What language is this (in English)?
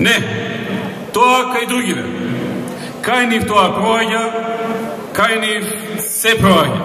Macedonian